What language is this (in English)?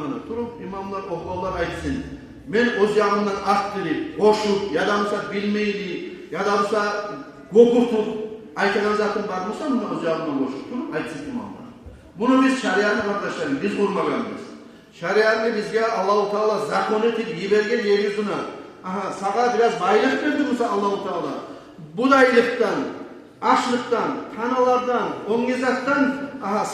Kumyk